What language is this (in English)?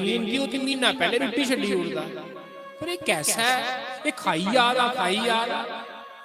Dogri